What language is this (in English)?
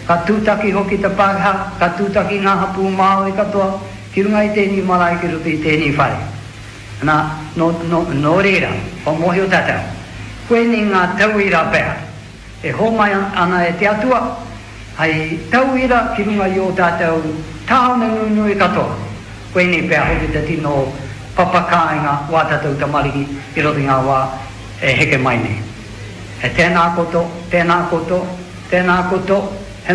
Māori